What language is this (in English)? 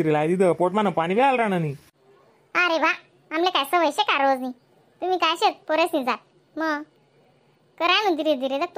Khandesi